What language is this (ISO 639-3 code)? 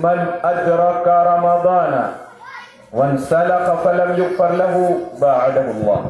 mrw